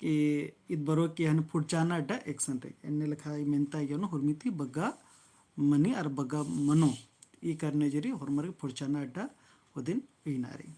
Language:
Kurukh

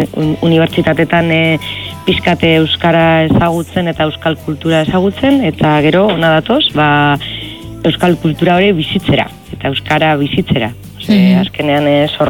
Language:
Basque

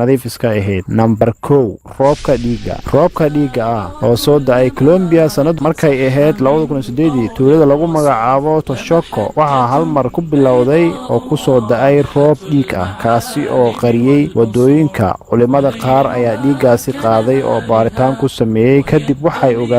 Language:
Somali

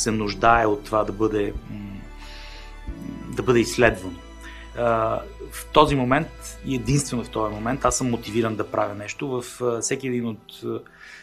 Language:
Bulgarian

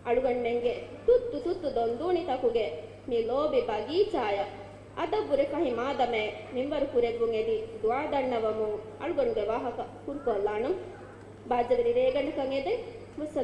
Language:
Divehi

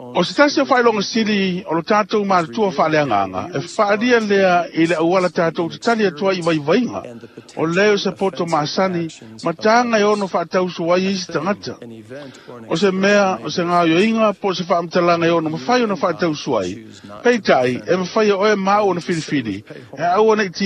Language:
Samoan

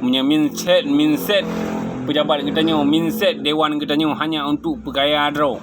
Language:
Achinese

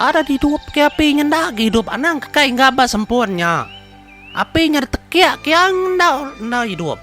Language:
Iban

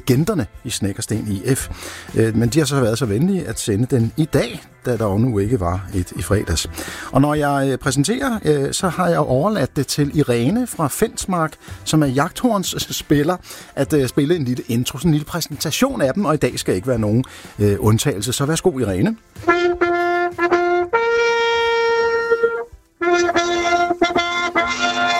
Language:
Danish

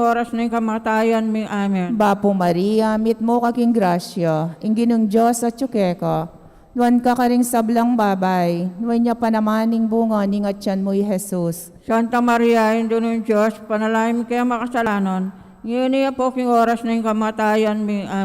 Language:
Pampanga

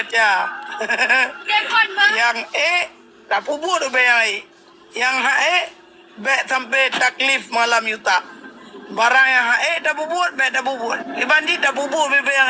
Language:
Achinese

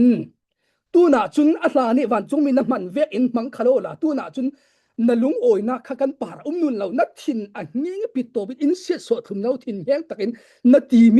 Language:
Falam Chin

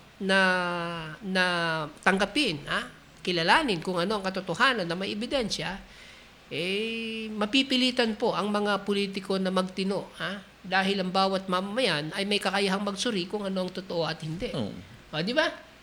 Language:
Filipino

